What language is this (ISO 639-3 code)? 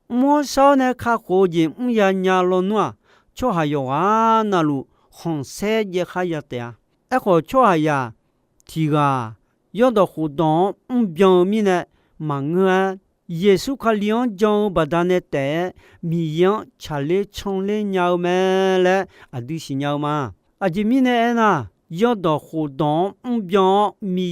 ahk